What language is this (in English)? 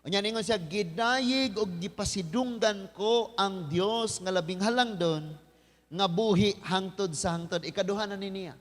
Cebuano